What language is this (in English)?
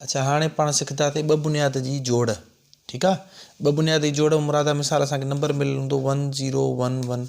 Sindhi